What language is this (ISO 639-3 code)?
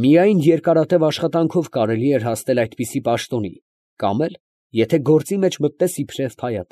hye